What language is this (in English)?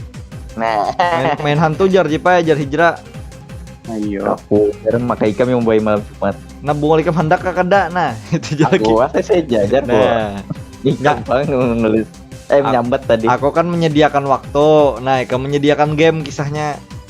Banjar